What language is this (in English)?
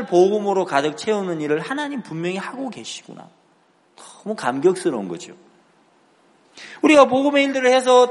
Korean